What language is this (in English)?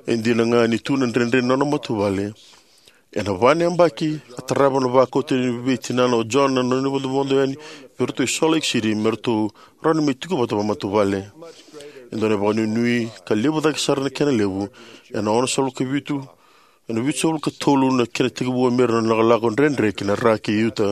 Fijian